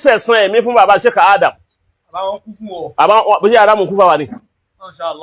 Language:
Yoruba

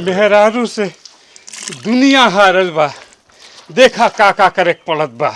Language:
Bhojpuri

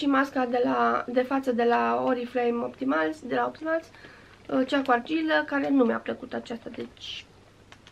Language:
Romanian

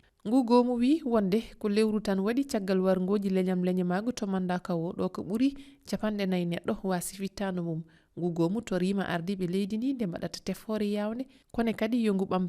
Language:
Fula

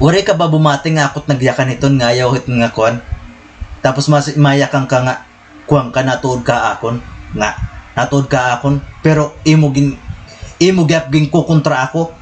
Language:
Waray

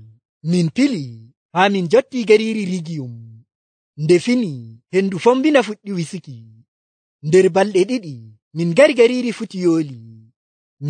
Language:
Nigerian Fulfulde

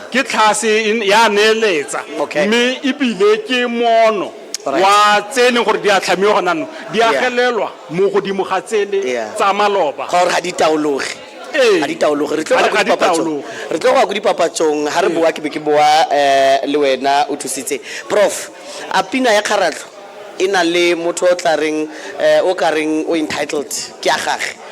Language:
Tswana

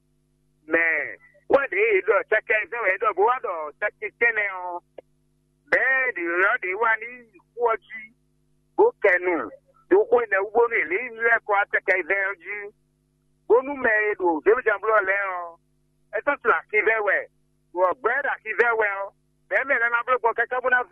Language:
Fon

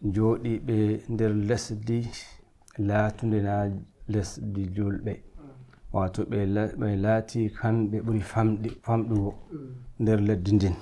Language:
Nigerian Fulfulde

